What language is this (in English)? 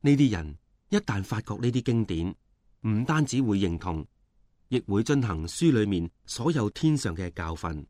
Cantonese